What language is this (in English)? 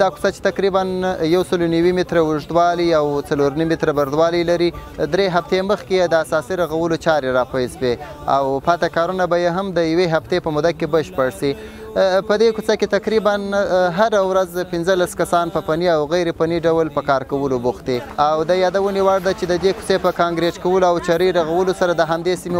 Pashto